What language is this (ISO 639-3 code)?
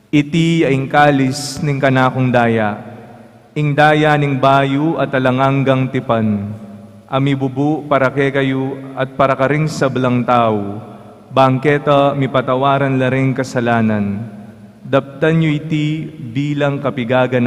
pam